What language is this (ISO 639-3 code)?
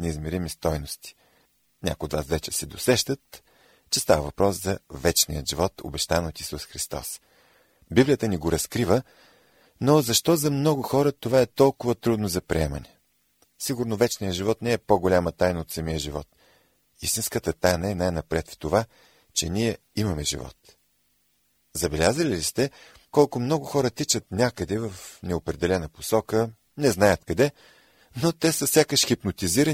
bul